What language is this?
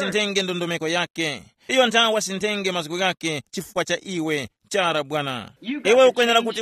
Tumbuka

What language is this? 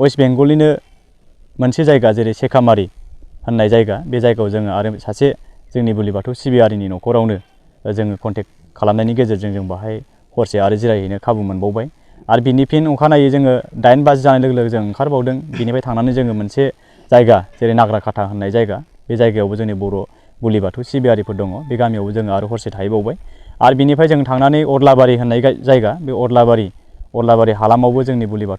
Bodo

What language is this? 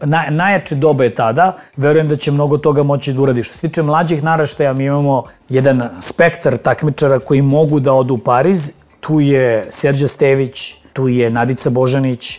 Serbian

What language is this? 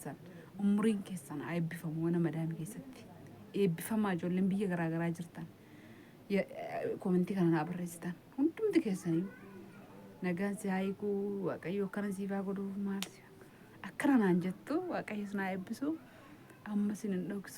Oromo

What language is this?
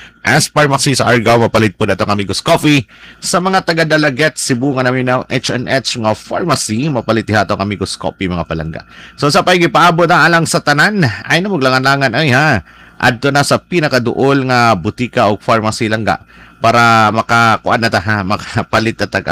Cebuano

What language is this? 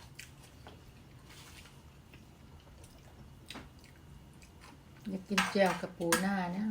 Lao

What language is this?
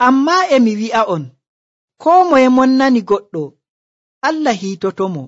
Nigerian Fulfulde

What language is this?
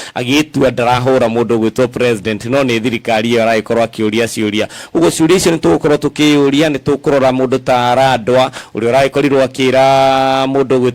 Kikuyu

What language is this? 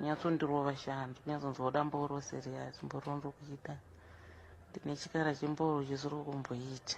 Shona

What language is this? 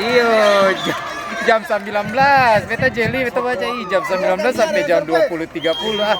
Ambonese Malay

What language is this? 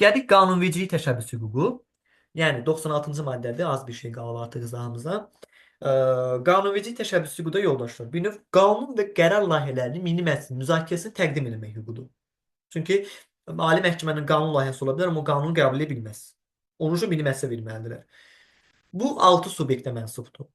Azerbaijani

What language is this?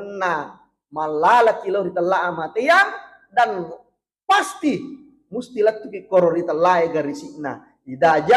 Buginese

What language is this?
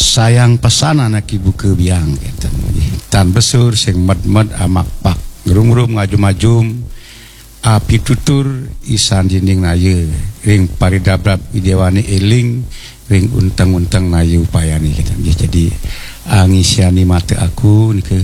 Balinese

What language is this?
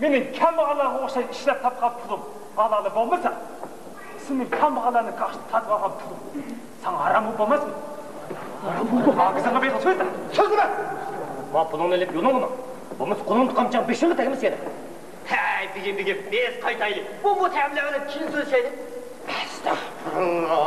Uyghur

